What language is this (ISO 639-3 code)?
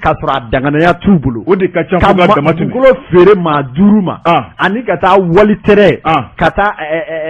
bam